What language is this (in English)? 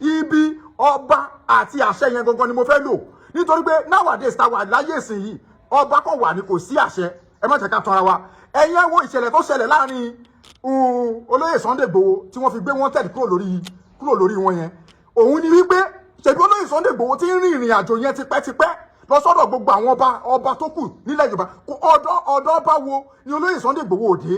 Yoruba